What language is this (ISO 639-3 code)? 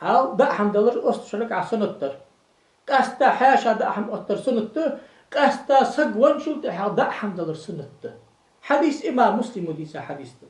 inh